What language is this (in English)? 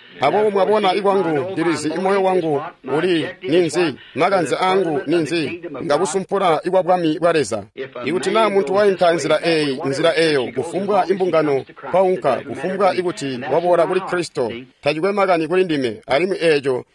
Tonga (Zambia)